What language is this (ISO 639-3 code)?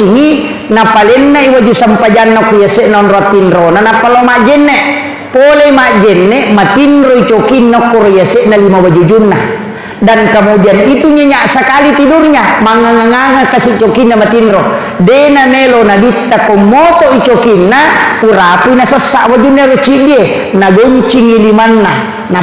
bug